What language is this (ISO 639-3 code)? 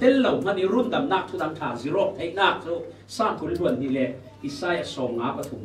cfm